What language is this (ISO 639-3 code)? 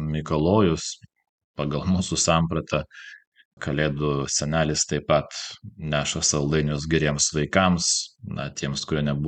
lit